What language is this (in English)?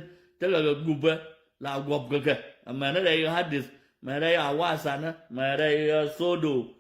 Nuer